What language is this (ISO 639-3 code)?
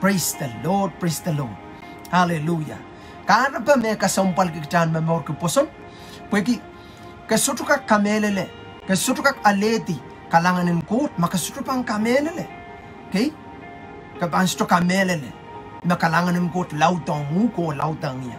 pon